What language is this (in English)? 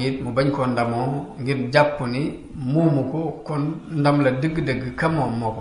Wolof